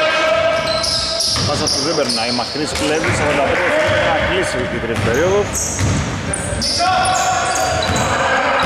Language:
Greek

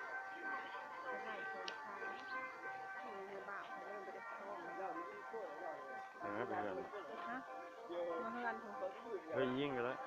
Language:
Lao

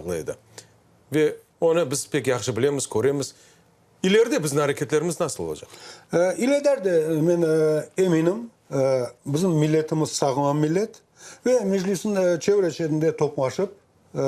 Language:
Crimean Tatar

